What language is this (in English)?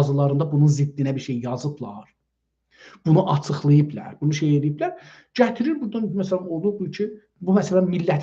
South Azerbaijani